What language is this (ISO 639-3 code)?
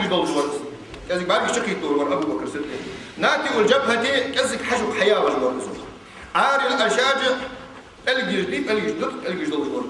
inh